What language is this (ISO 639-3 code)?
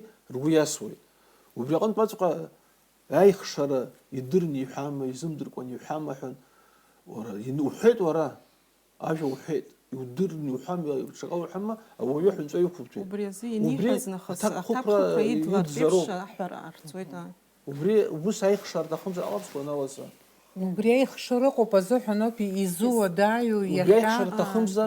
abk